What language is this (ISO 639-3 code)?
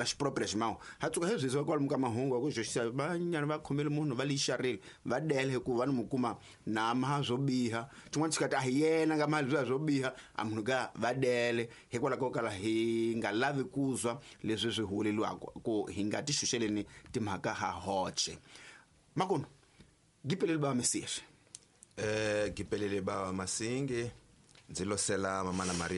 tso